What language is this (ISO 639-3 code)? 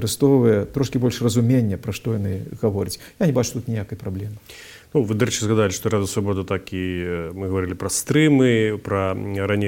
bel